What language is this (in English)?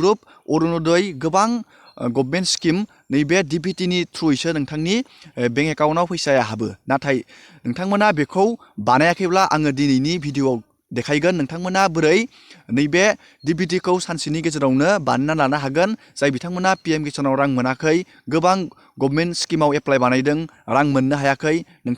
Bodo